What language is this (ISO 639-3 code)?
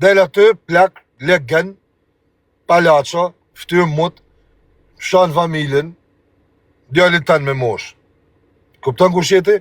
sqi